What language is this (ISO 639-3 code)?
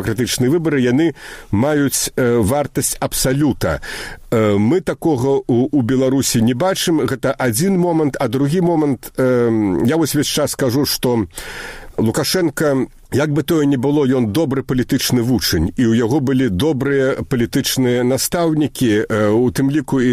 bel